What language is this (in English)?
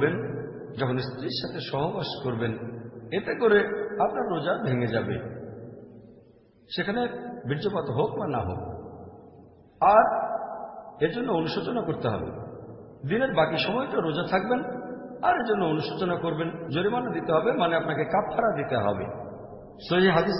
Bangla